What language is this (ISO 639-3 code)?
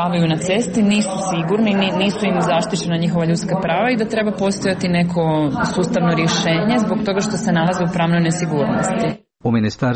hrv